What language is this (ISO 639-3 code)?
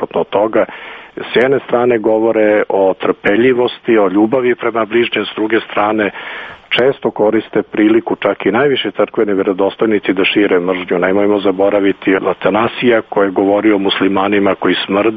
srp